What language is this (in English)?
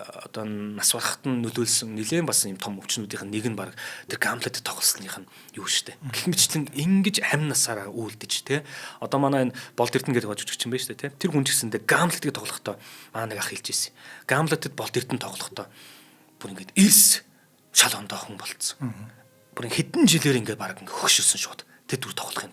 Mongolian